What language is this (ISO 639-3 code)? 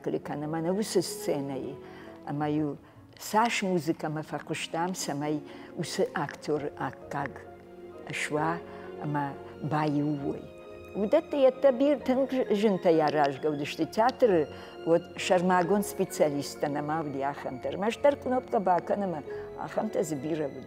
oss